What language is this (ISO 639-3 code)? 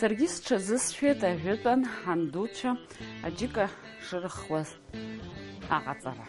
abk